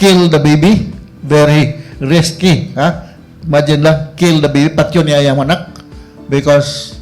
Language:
Cebuano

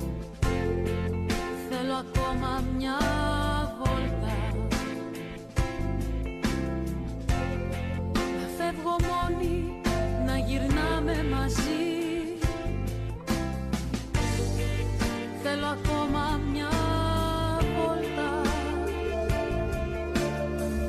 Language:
Greek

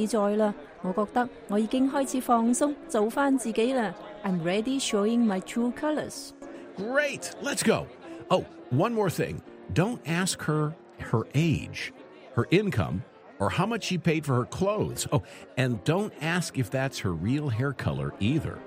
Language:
Cantonese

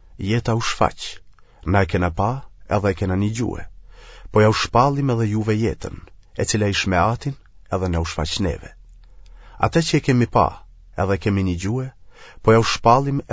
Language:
Albanian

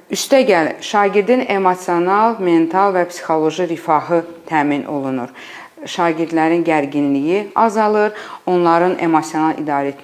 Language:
Azerbaijani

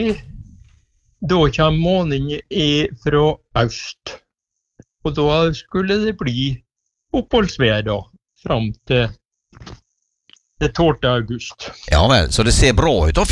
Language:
Norwegian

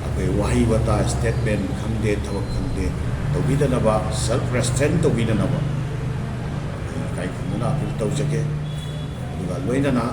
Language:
Manipuri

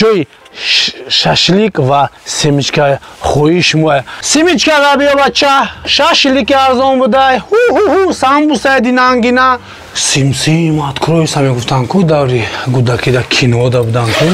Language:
Tajik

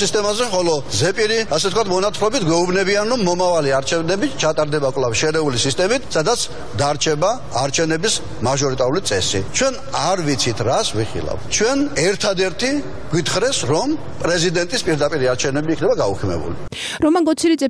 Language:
Georgian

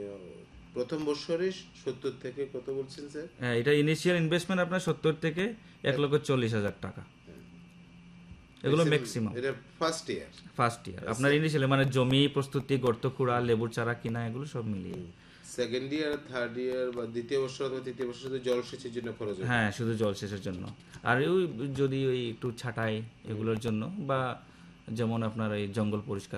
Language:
Bangla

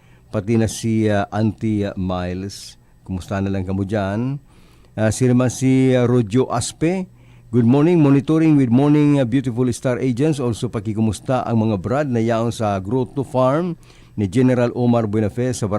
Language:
Bikol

